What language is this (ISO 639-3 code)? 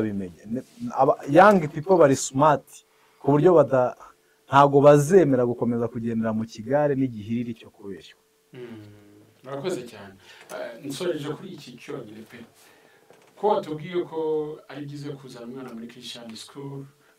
kin